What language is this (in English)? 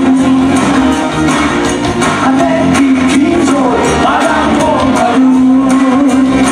Hungarian